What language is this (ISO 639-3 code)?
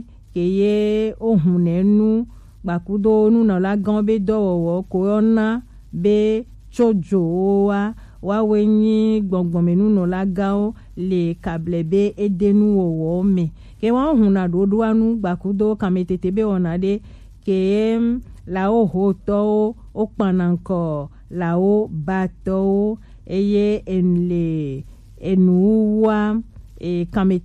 gej